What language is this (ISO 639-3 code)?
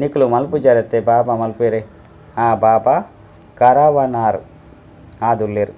tcy